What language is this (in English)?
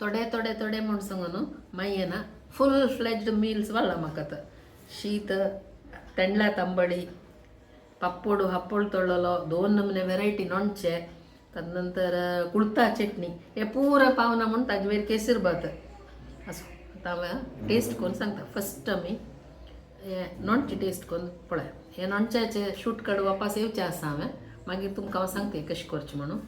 Konkani